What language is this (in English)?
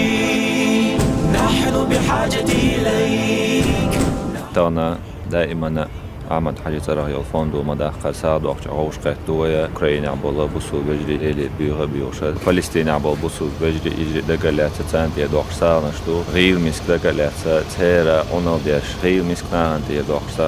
Chechen